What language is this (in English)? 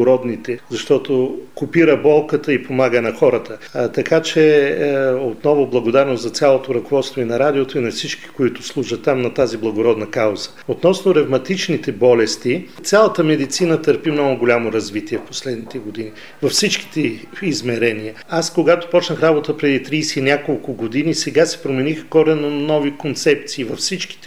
Bulgarian